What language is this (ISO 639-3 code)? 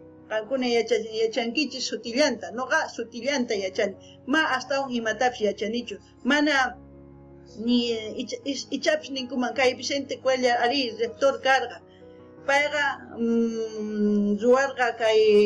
quh